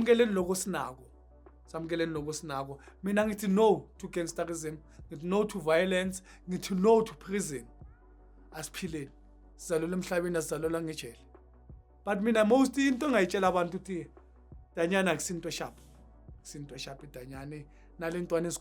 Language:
Zulu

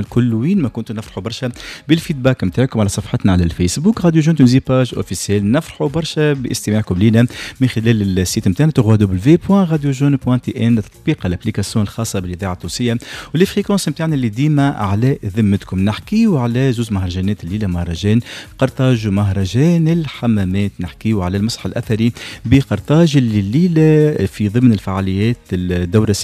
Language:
Tunisian Arabic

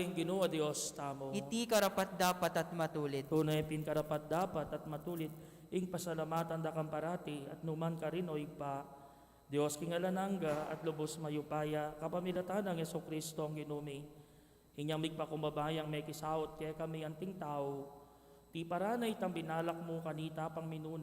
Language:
Pampanga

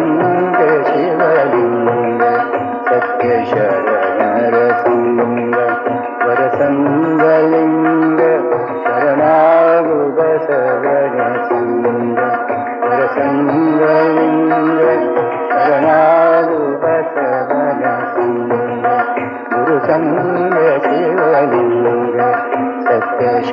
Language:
Kannada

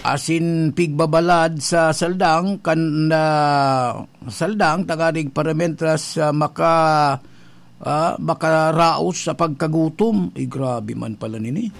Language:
Bikol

